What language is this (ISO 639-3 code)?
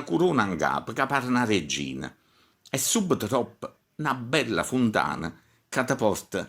nap